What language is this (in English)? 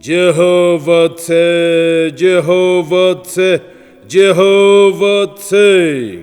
Angami Naga